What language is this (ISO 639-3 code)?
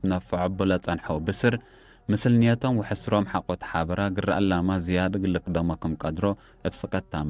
tig